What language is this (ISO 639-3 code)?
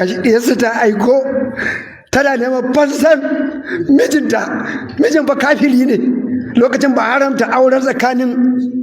hau